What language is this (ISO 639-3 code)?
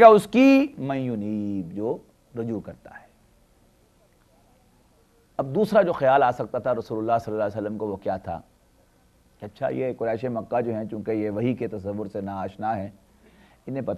urd